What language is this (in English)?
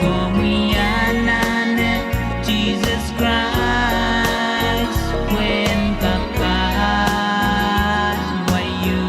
Pohnpeian